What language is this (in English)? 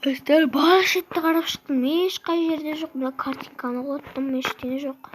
Kazakh